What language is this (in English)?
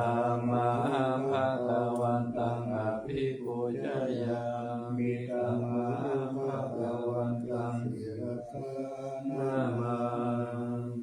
Pali